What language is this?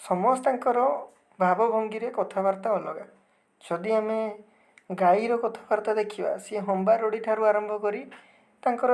Odia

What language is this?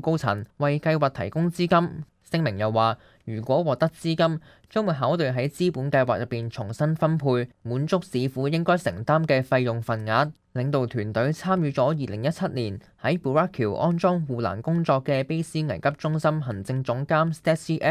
Cantonese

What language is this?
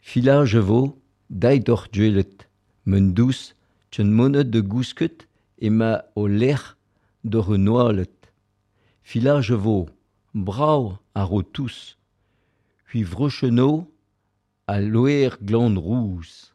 Breton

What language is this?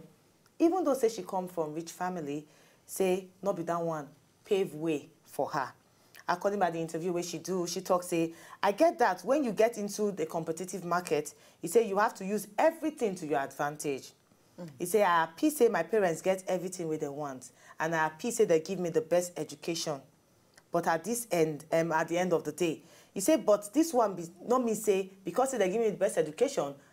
Nigerian Pidgin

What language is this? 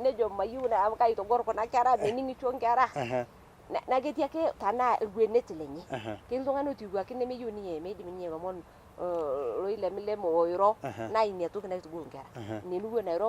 Masai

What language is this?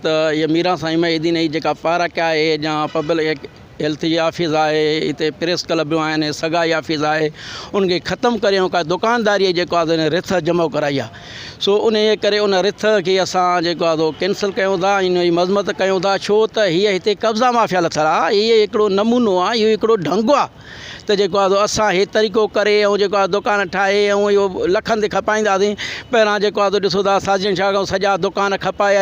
Sindhi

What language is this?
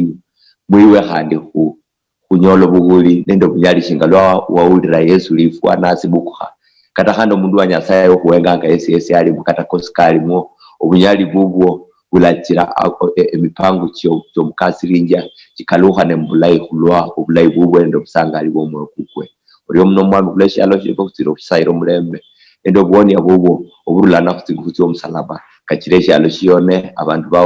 Luyia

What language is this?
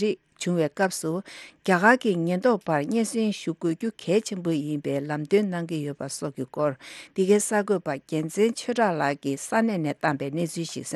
Tibetan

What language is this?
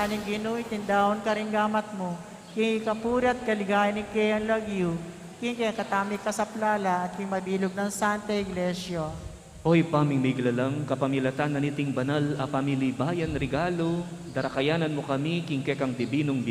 Pampanga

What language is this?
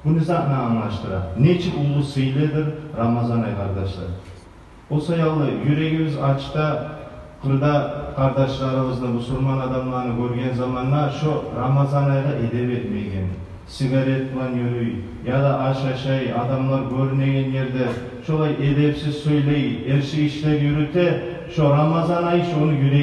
Kumyk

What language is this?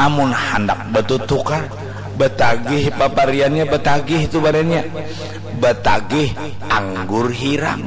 Banjar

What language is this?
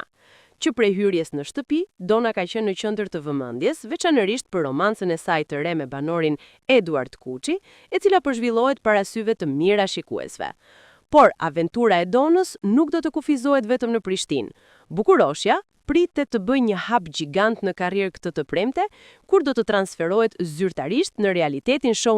Albanian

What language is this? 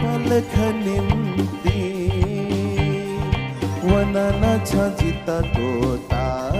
Newari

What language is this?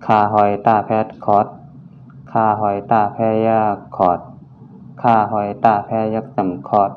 Shan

